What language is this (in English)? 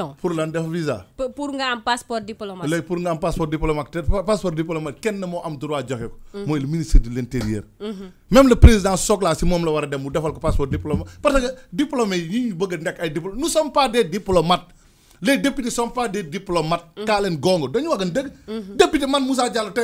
Wolof